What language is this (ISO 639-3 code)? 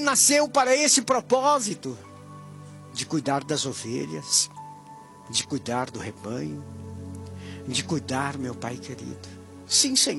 por